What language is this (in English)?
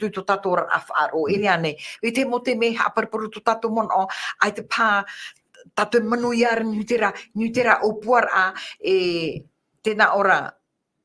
Tahitian